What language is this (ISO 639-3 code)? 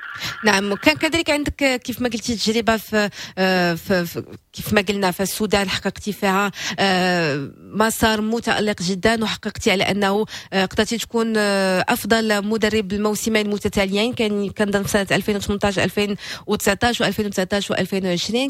ary